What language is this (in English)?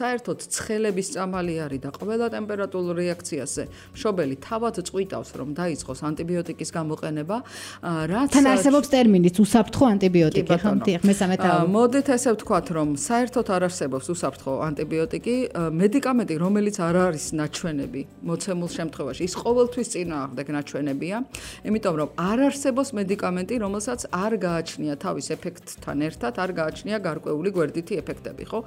Georgian